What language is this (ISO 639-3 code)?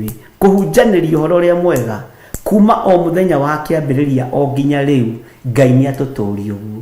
kik